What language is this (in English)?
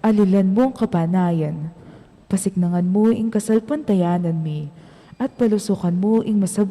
Pampanga